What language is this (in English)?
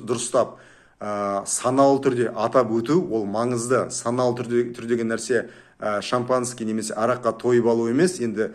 Kazakh